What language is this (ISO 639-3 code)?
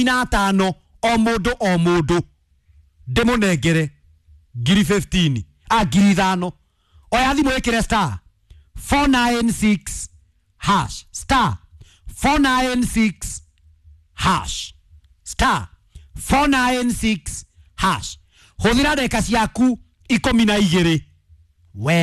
kik